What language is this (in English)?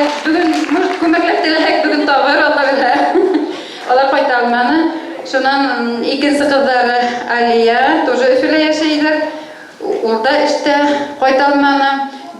Bashkir